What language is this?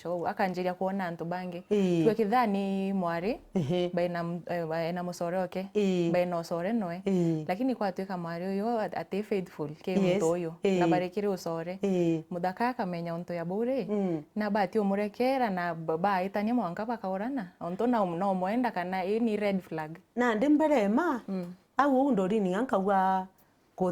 Meru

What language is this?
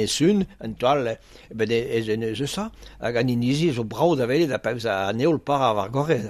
Breton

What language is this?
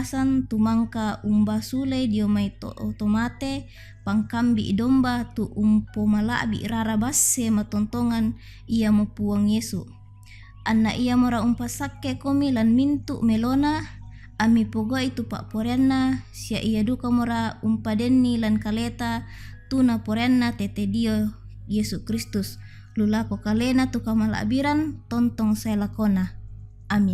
Toraja-Sa'dan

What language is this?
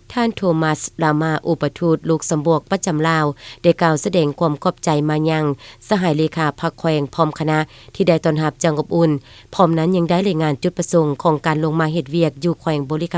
Lao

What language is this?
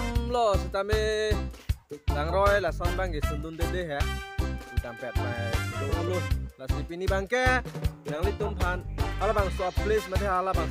Karbi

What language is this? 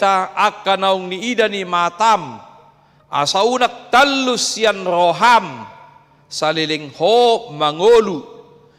Batak Toba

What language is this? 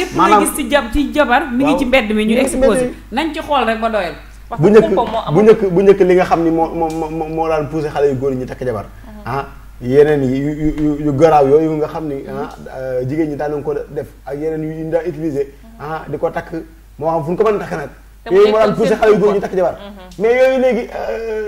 Wolof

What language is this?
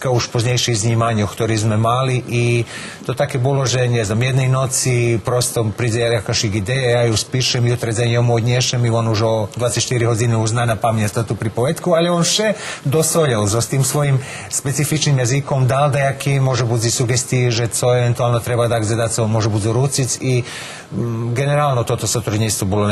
Rusyn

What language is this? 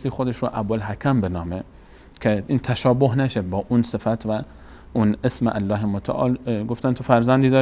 Persian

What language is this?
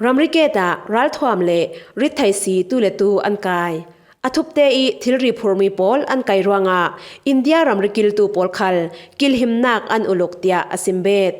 Falam Chin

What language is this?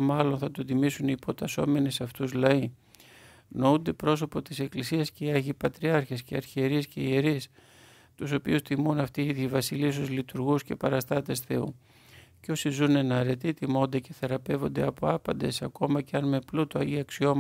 Greek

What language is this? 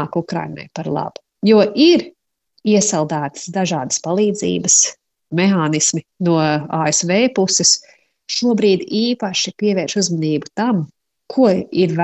Latvian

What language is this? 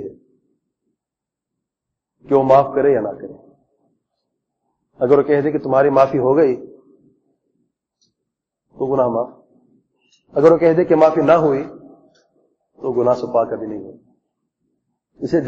Urdu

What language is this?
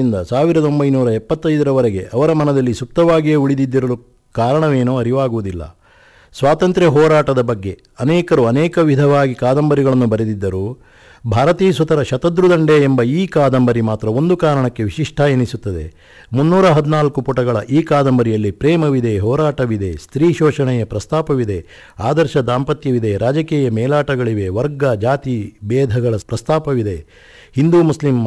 Kannada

